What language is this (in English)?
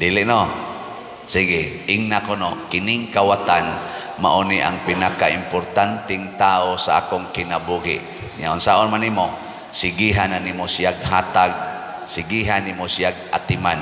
Cebuano